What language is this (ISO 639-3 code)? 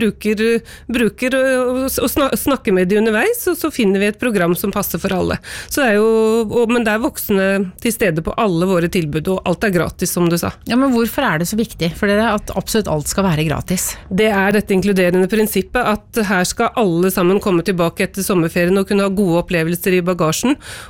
nor